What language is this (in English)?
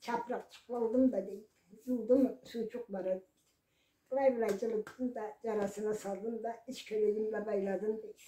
Karachay-Balkar